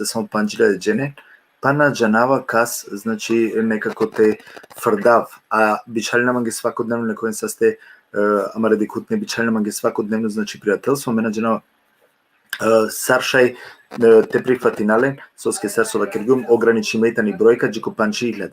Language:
Balkan Romani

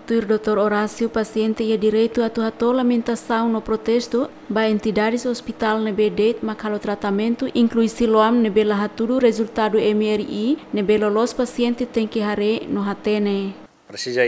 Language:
Tetum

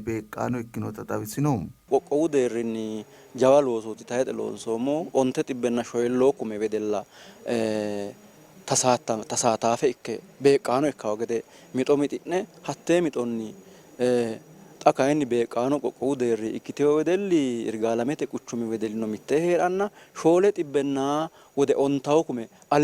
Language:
Sidamo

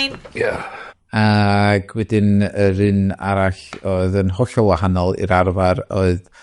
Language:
Welsh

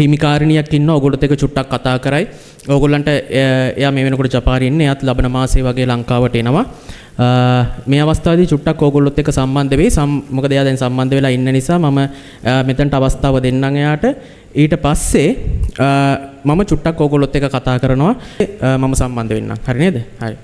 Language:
Sinhala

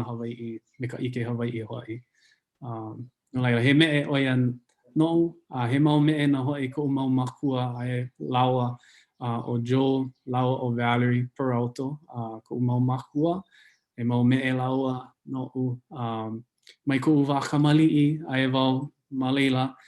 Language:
Hawaiian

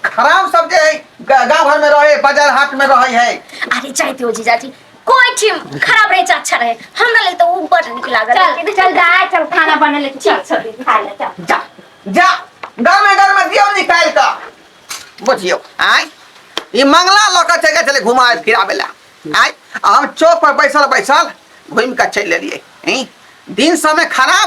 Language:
Maithili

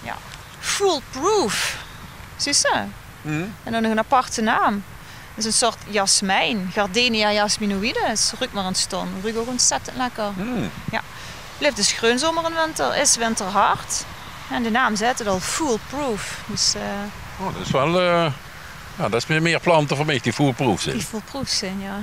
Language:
Limburgish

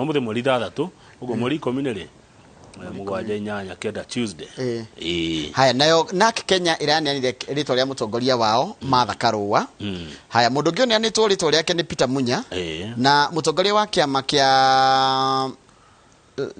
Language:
Kikuyu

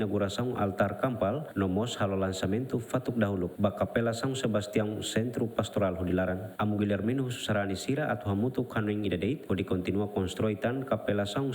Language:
Tetum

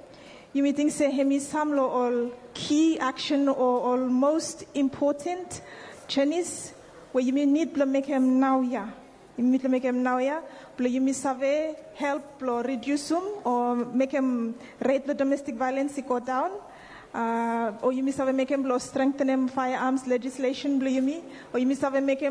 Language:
Bislama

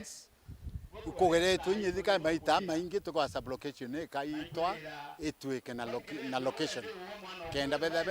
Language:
Meru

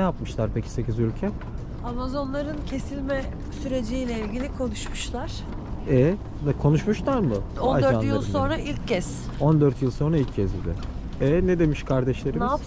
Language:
Turkish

